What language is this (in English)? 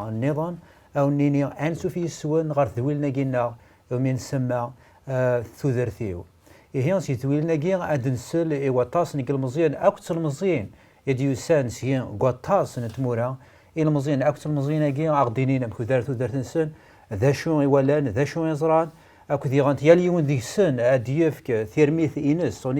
Kabyle